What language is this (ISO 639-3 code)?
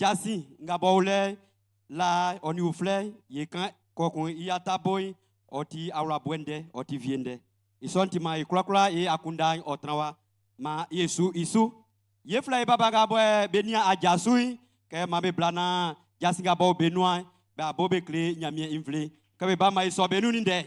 bci